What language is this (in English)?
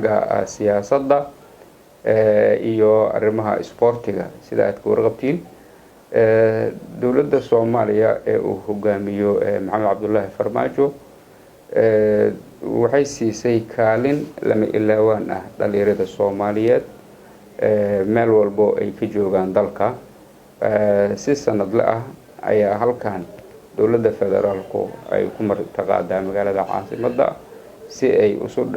Somali